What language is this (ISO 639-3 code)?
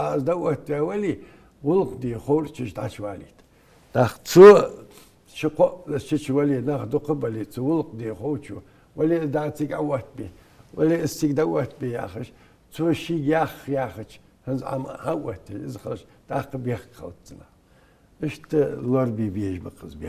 inh